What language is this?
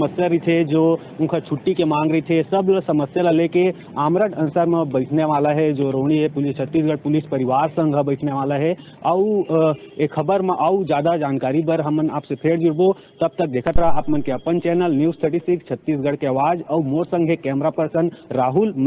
Chhattisgarhi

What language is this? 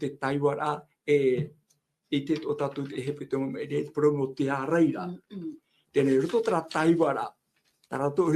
Tahitian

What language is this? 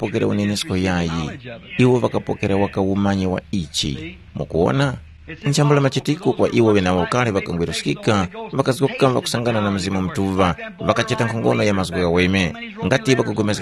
Tumbuka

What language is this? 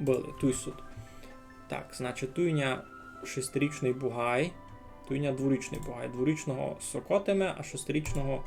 Rusyn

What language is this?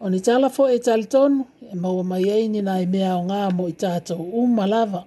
Samoan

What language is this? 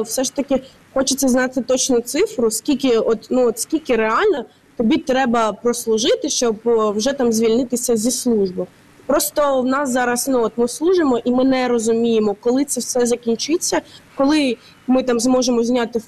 Ukrainian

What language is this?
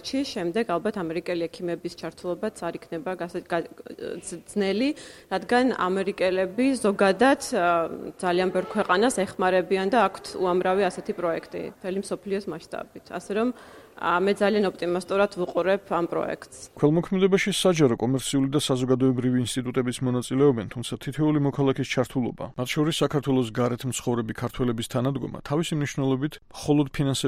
Georgian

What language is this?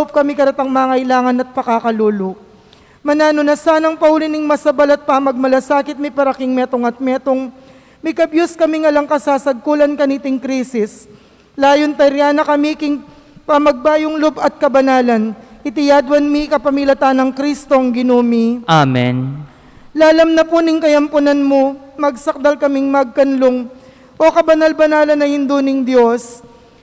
Pampanga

